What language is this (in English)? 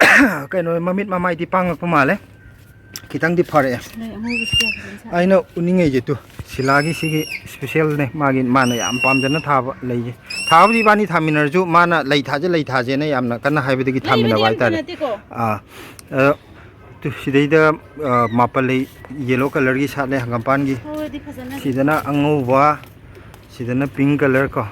Manipuri